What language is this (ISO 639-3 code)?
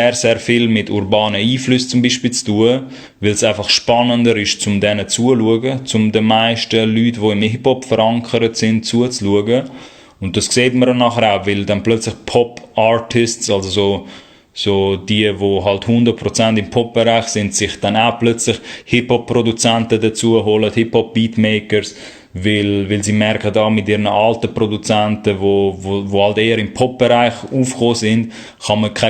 gsw